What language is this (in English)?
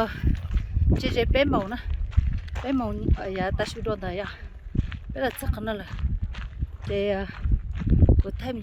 Hmong